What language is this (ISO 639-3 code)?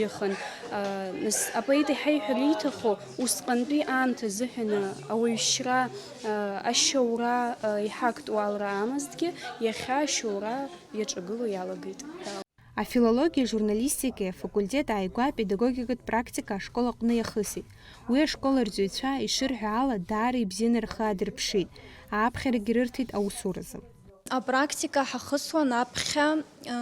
abk